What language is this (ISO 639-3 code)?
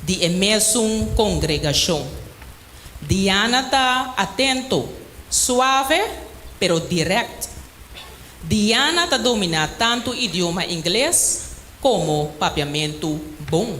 pap